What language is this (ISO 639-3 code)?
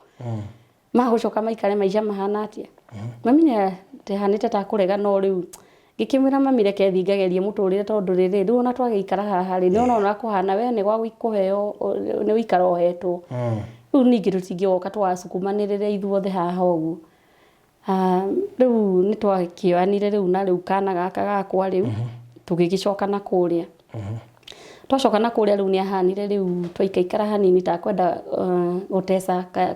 kik